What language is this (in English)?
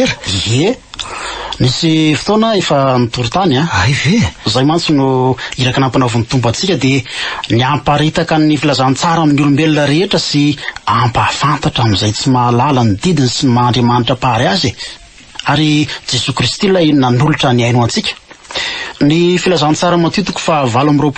Malagasy